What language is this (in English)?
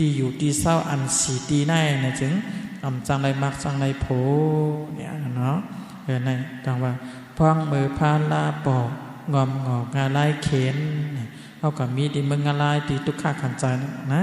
Shan